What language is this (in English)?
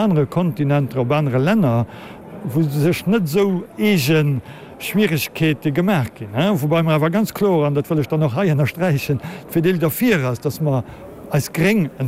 Luxembourgish